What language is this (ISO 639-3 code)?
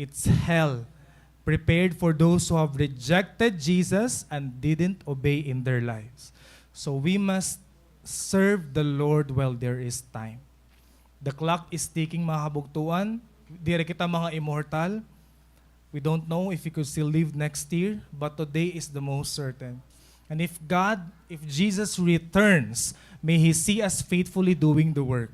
war